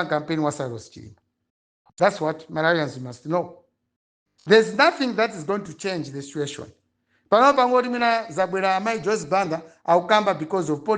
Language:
Nyanja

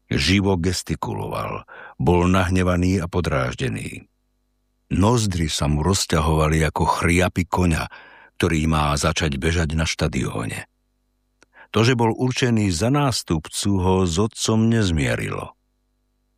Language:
Slovak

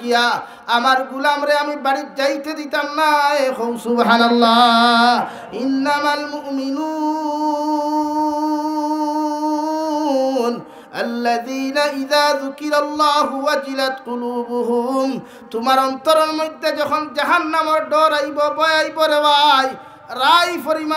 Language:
Sylheti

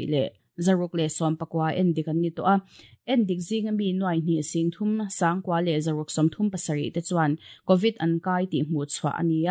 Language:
Mizo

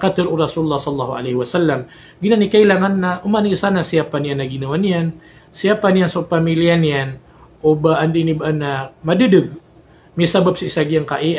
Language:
Maranao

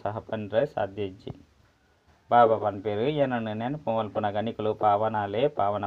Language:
Tulu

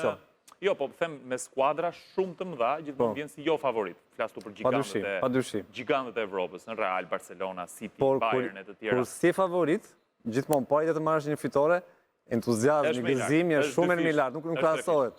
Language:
Albanian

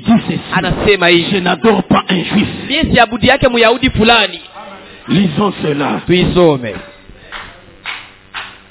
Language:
Swahili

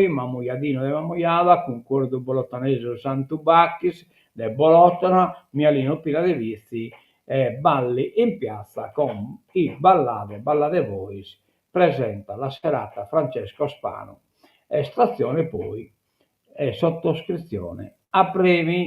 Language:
Sardinian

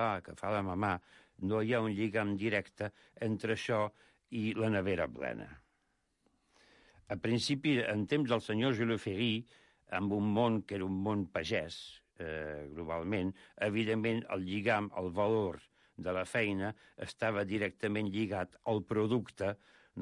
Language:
Catalan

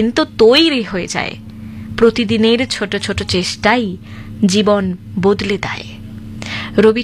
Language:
Bangla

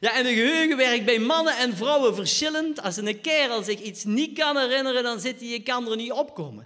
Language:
Limburgish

